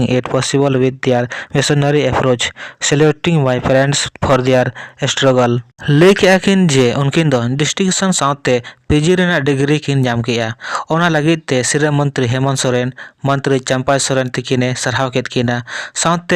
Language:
Santali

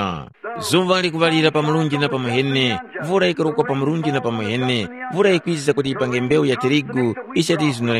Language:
Tumbuka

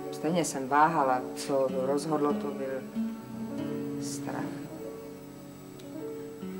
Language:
Czech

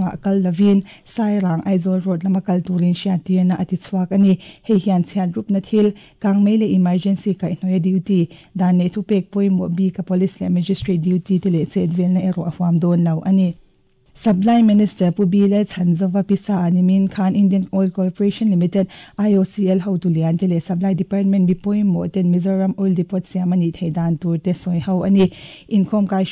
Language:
Mizo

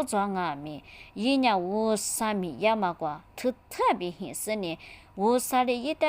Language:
Lisu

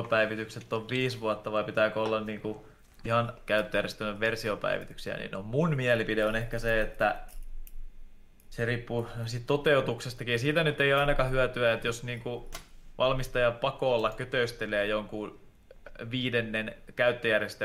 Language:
Finnish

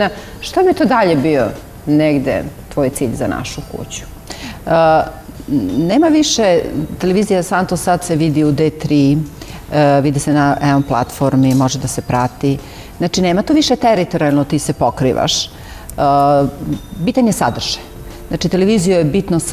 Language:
Serbian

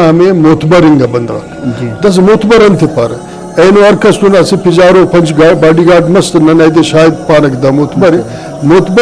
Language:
Brahui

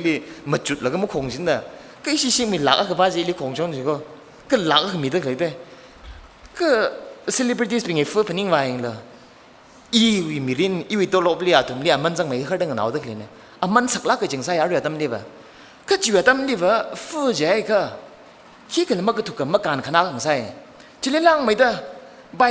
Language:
Tangkhul Naga (India)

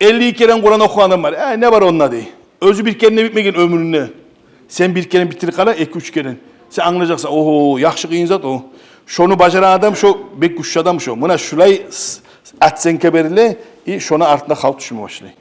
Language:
Kumyk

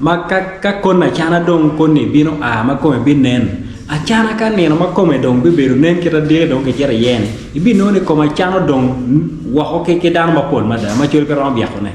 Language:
Acoli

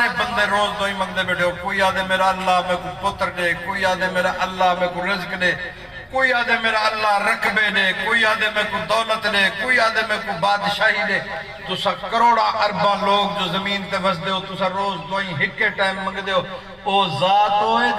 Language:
Saraiki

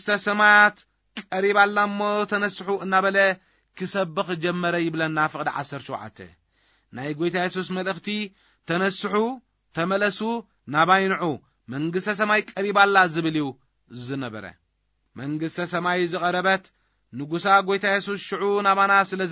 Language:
Tigrinya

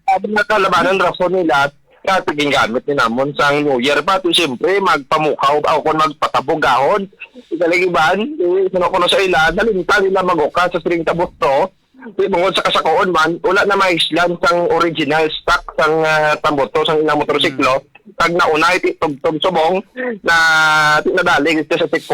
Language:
Hiligaynon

